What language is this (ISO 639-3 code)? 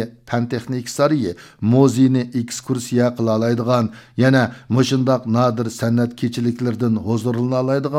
uig